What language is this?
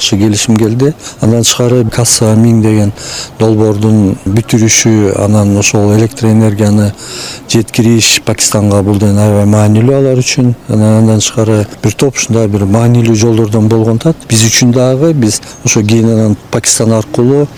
Kyrgyz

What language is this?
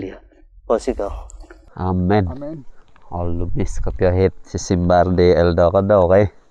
Central Dusun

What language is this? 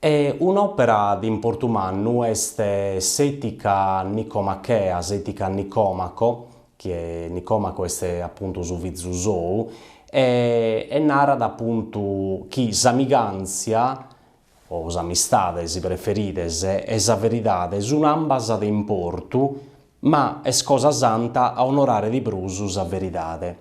Sardinian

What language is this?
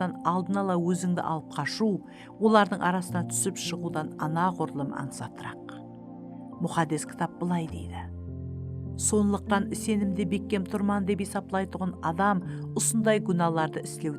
Kara-Kalpak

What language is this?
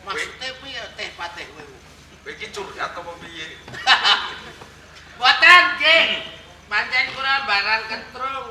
Javanese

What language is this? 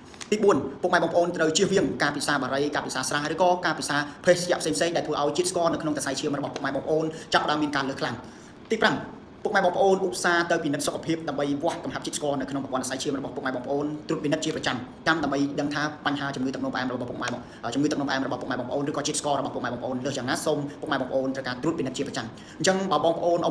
Khmer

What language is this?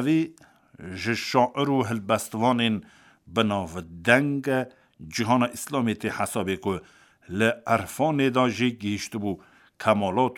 Kurdish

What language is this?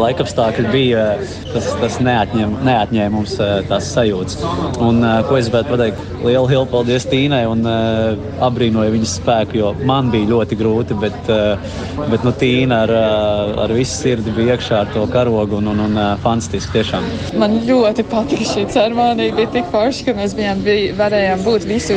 Latvian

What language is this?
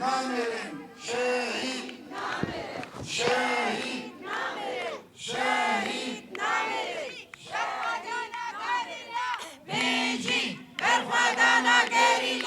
Kurdish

